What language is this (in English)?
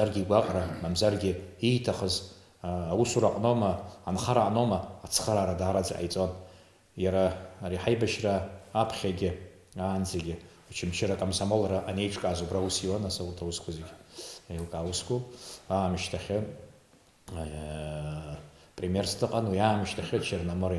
Abkhazian